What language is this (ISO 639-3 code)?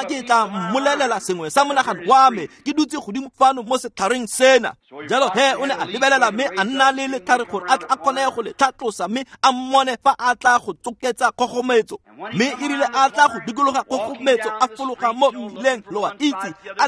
tsn